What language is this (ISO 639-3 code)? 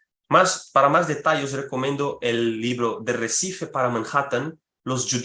lad